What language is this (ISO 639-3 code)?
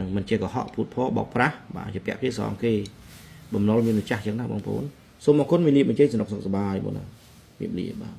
khm